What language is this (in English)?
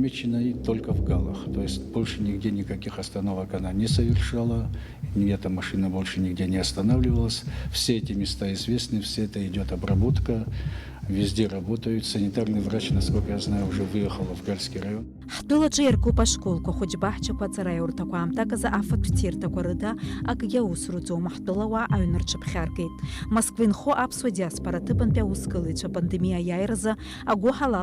Abkhazian